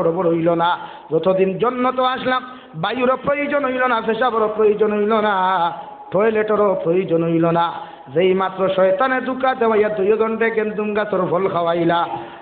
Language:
Sylheti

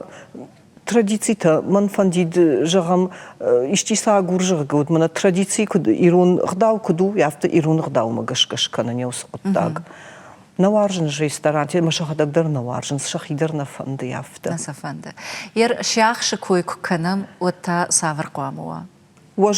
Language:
Ossetic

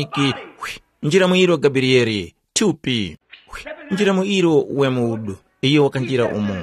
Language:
Tumbuka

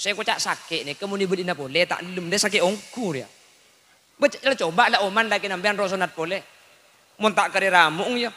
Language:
Madurese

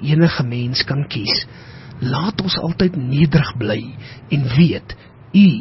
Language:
Afrikaans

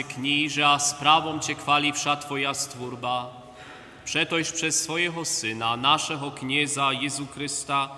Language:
Upper Sorbian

